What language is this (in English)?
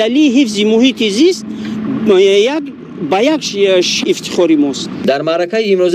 Tajik